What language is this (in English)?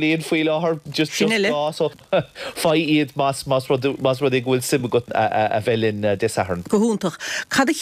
Irish